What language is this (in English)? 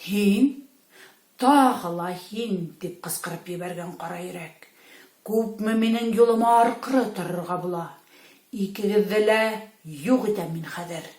Bashkir